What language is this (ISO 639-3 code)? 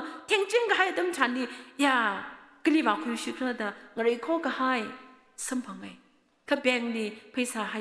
nmf